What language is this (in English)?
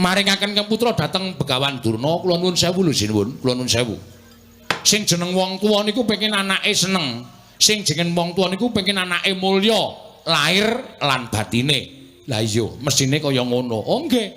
Javanese